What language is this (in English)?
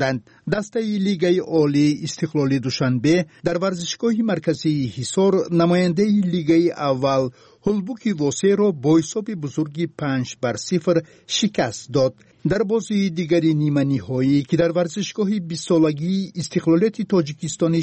Tajik